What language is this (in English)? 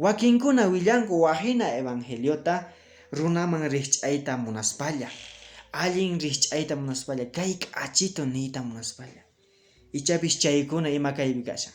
Quechua